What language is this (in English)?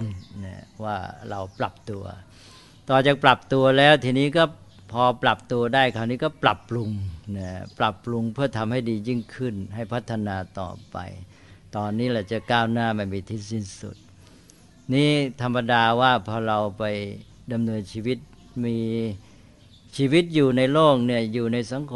Thai